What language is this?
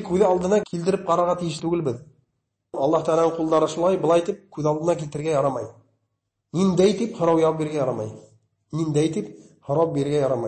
Bashkir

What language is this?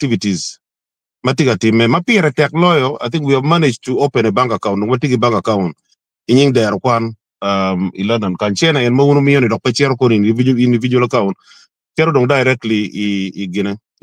Acoli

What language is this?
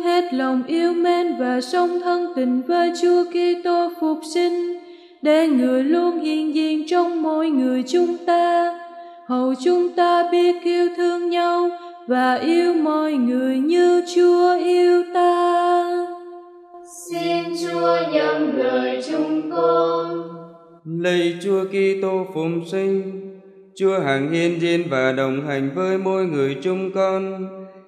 Vietnamese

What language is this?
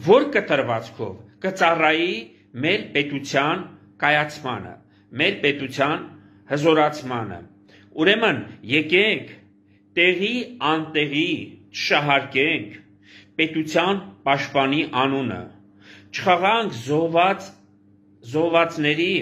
Armenian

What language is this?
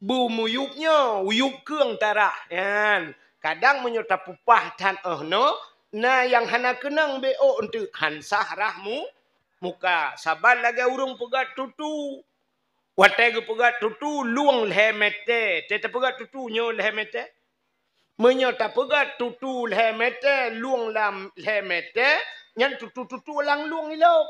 Achinese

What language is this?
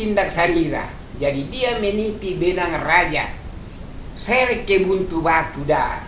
Toraja-Sa'dan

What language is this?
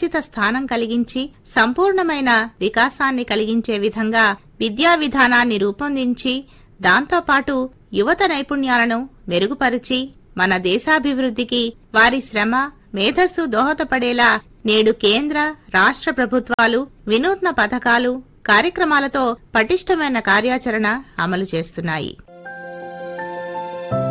Telugu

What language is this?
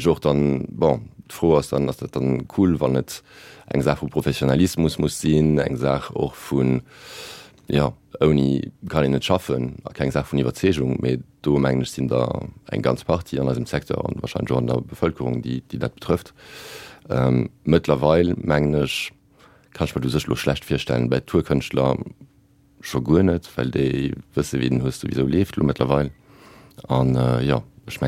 Luxembourgish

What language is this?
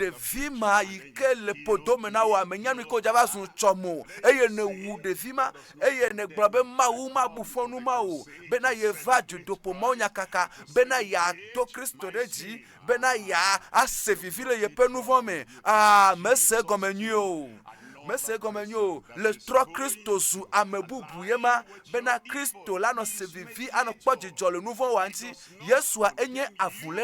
Ewe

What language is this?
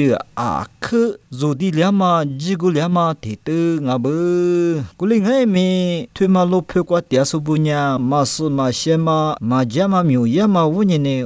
Lisu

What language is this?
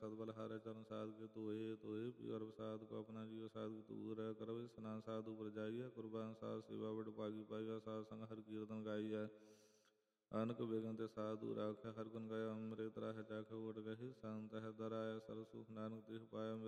Punjabi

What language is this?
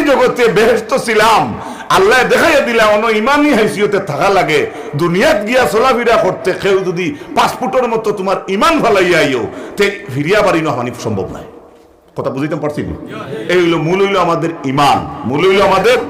Sylheti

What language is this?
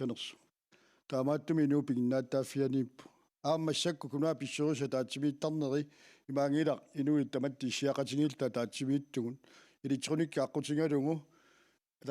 Kalaallisut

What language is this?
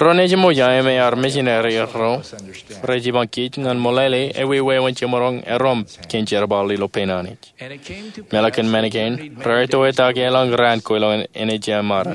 Marshallese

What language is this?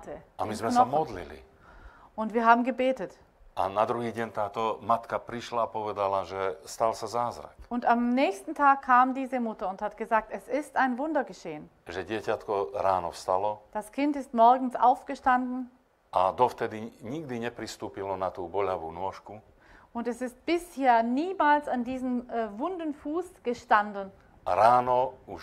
Slovak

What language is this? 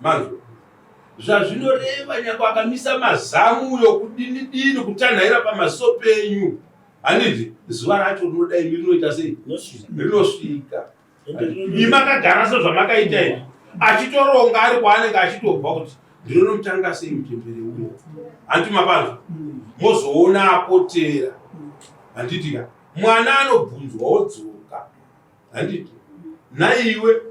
Shona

